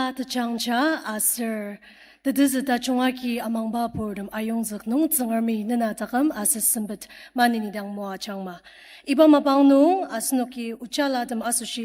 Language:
Ao Naga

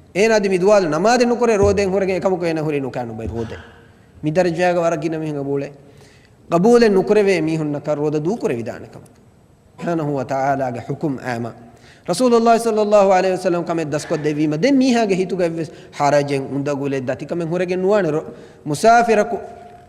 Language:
Divehi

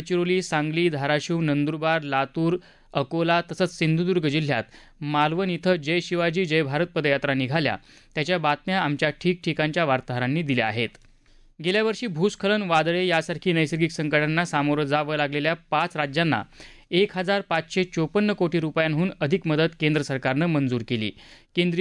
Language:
Marathi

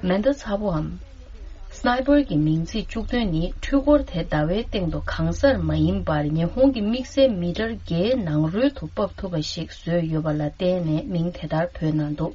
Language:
Tibetan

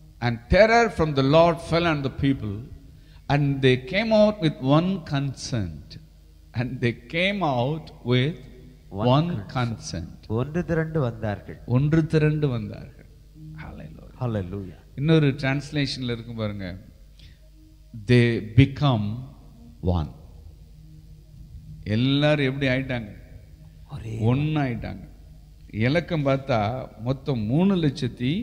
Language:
Tamil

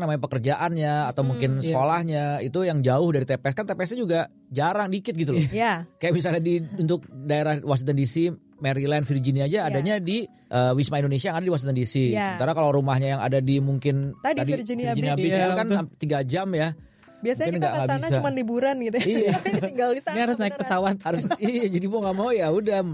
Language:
Indonesian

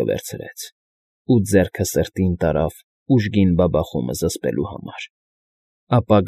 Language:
Armenian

